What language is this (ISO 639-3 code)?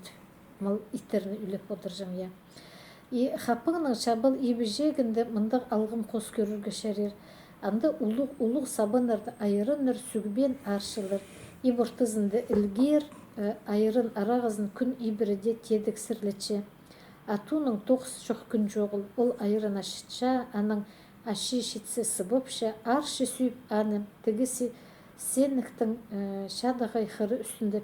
kjh